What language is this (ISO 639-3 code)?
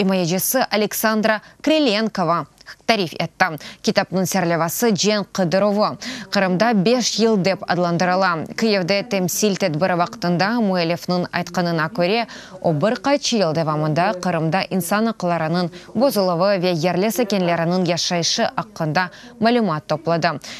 crh